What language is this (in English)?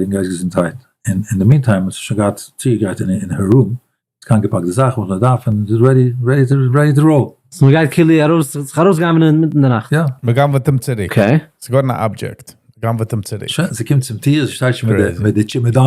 Yiddish